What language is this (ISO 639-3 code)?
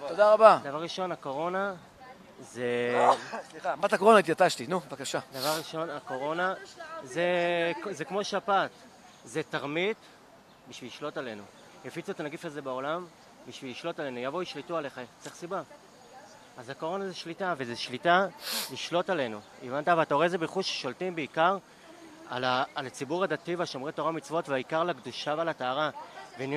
heb